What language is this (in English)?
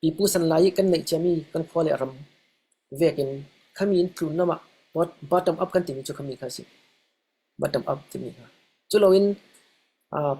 Falam Chin